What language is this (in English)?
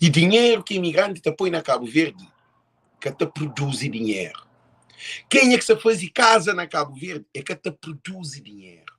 Kabuverdianu